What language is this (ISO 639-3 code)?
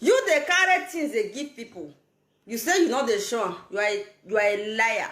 pcm